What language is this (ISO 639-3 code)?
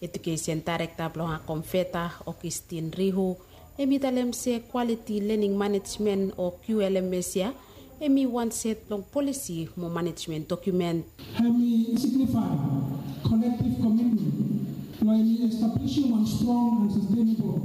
bis